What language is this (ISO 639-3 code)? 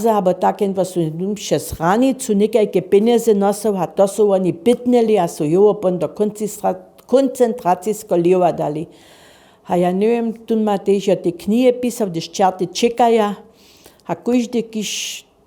hsb